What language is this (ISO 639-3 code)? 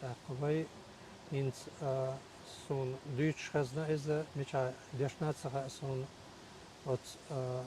che